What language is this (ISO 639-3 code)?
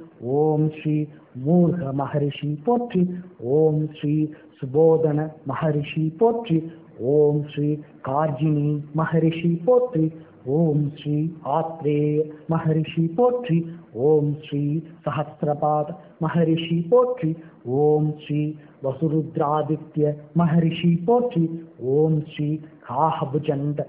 tam